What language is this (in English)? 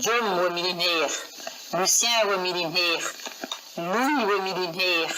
Breton